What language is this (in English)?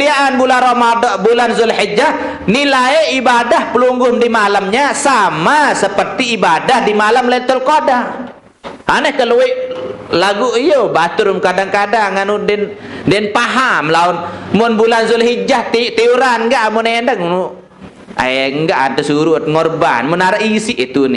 Sasak